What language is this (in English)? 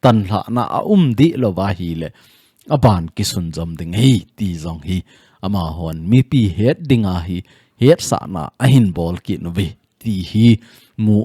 Thado Chin